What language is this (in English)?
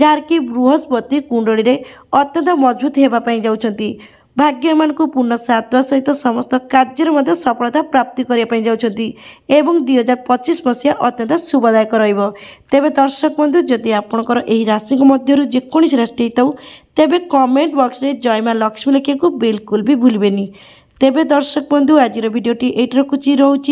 Odia